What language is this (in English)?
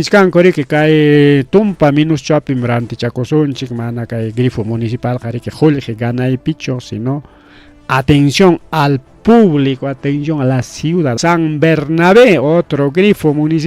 Ayacucho Quechua